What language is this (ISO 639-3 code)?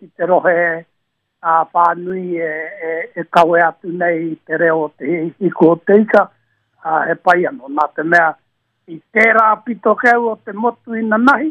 mri